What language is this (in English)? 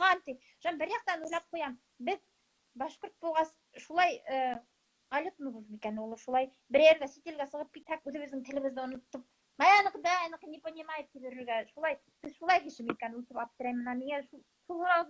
Bashkir